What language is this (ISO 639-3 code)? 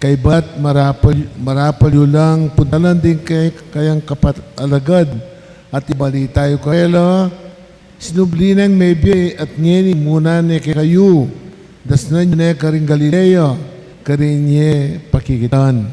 pam